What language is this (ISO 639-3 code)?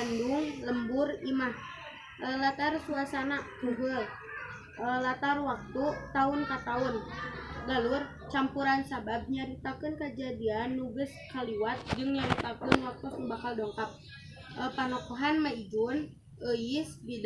sun